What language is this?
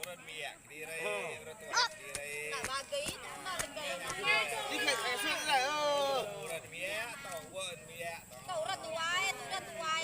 Iban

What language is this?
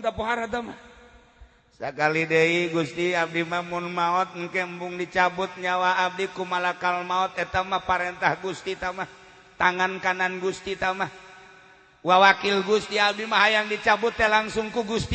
Sundanese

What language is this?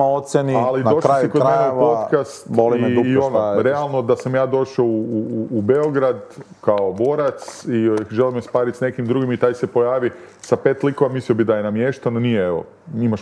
Serbian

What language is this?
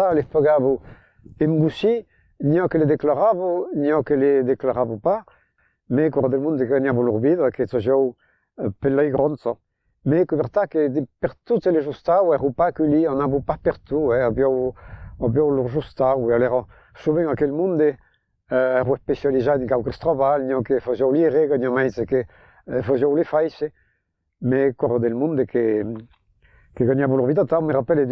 Occitan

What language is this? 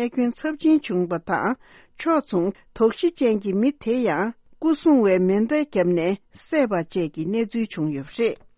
Tibetan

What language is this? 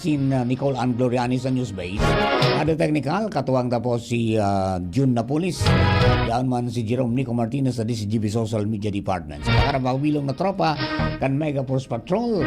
Bikol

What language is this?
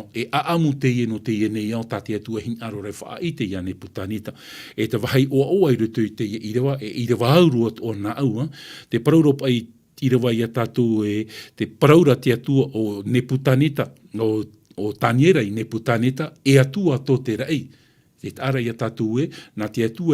Tahitian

